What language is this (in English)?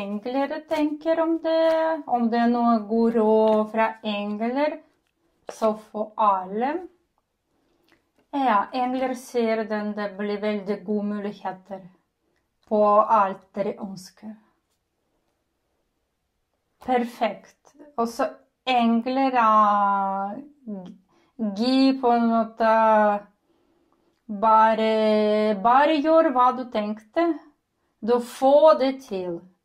Norwegian